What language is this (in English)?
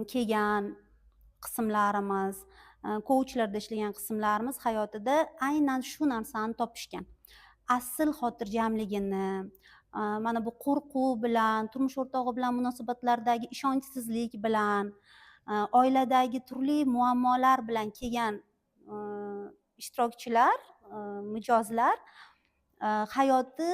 Uzbek